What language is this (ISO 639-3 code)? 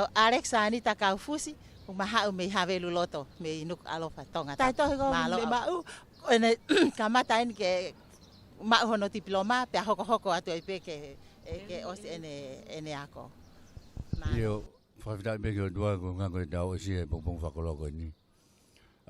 ton